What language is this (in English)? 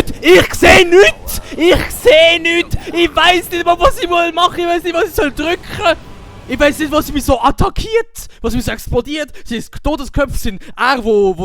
Swiss German